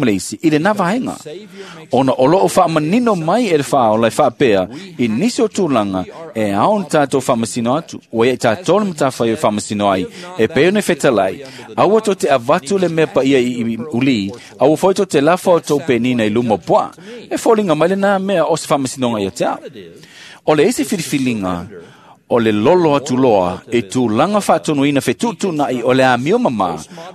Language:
Samoan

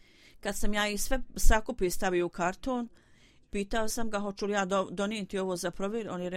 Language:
Bosnian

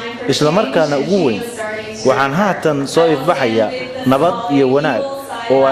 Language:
Somali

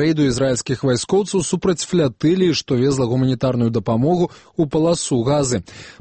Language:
Belarusian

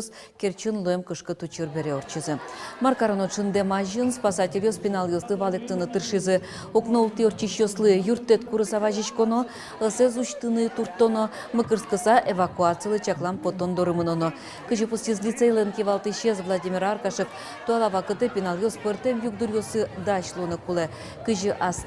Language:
Udmurt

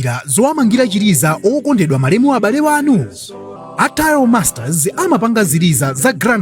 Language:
Nyanja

